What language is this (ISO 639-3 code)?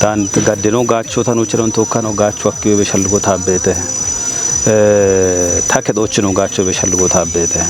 kbr